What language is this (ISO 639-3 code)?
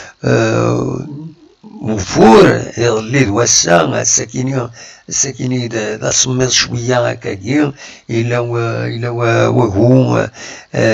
kab